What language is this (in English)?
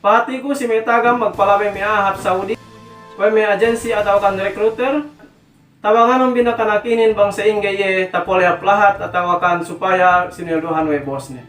Yakan